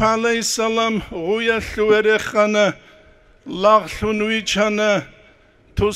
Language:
Avaric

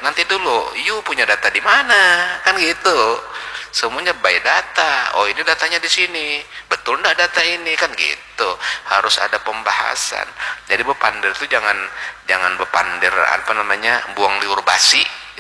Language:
Banjar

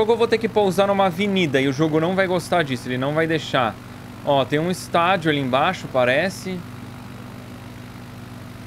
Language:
Portuguese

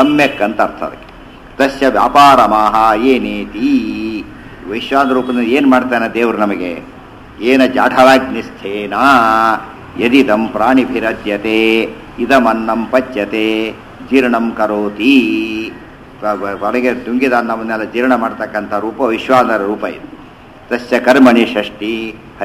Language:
Kannada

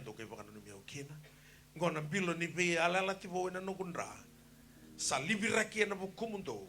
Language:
Fijian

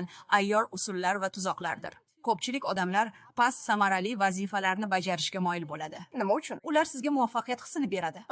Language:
Uzbek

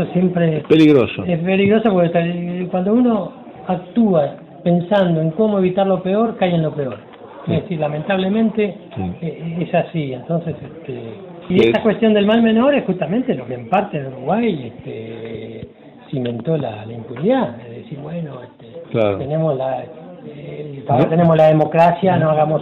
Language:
Spanish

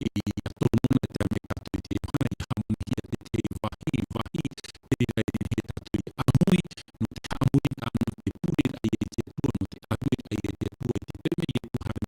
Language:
Tahitian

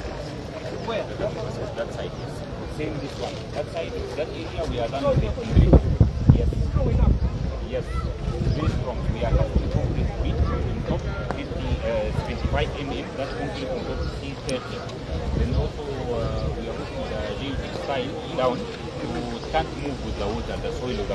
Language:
Nyanja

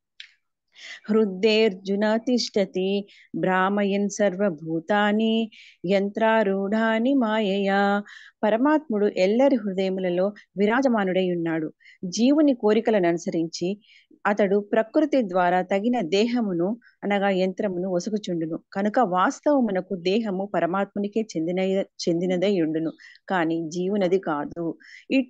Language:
Telugu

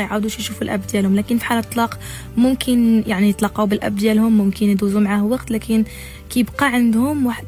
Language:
Moroccan Arabic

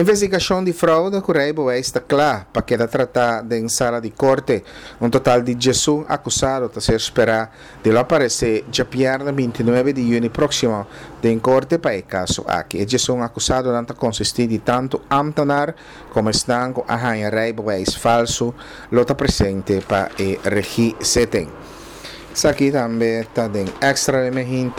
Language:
Papiamento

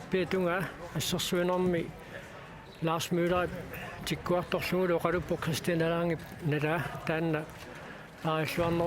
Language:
Kalaallisut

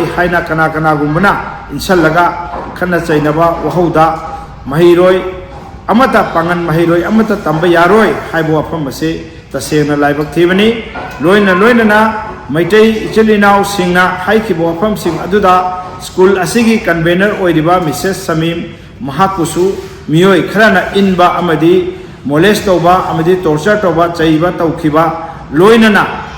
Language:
Manipuri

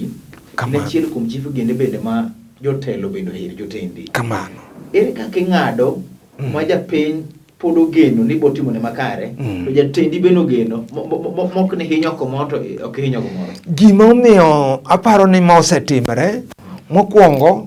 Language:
Luo (Kenya and Tanzania)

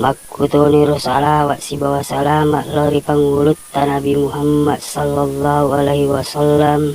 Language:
Buginese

